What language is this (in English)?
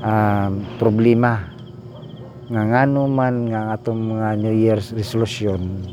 Cebuano